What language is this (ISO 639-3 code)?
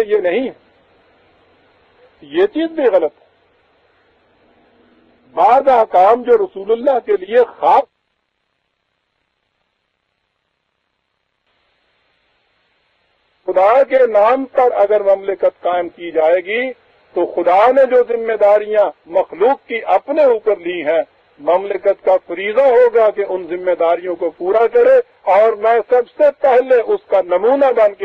urd